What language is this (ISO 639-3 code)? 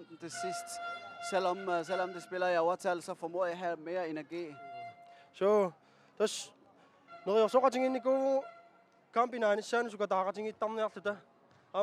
kal